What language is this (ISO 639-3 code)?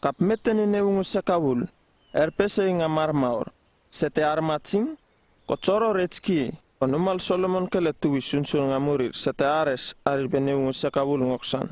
upv